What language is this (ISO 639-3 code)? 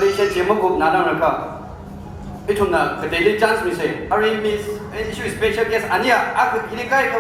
nmf